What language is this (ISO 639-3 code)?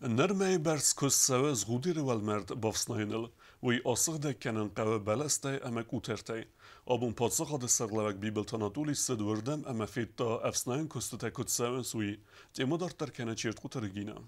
oss